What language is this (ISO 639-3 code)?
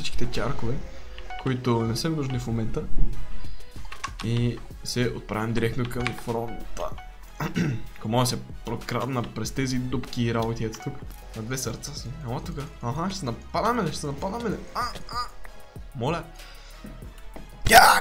bul